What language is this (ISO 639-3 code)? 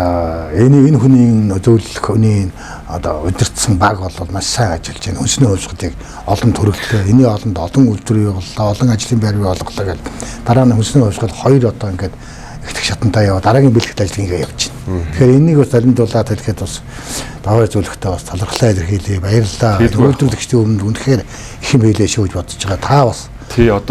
mon